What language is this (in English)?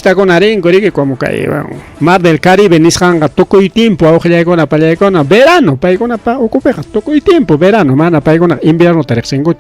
Ayacucho Quechua